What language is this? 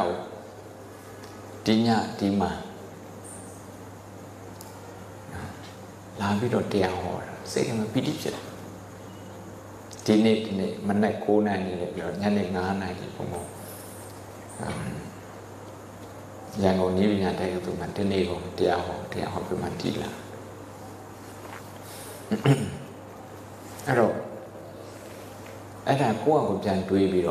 Burmese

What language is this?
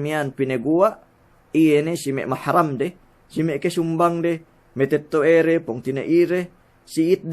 Yakan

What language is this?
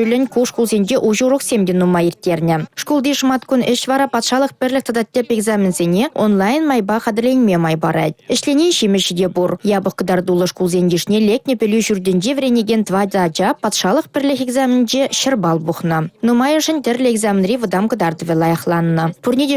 Chuvash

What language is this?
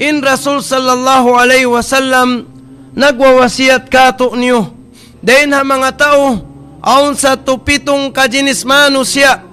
Tausug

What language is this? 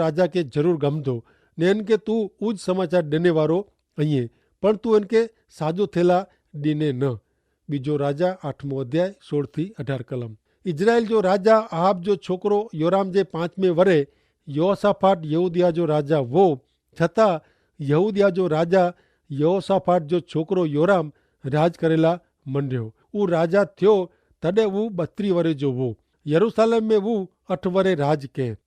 Kachhi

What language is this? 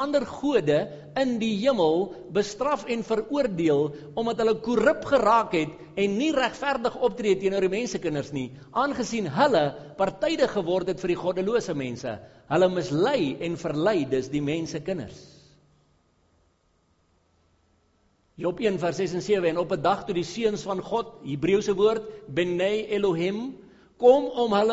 Afrikaans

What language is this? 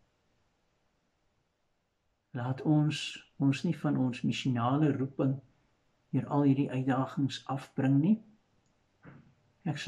Afrikaans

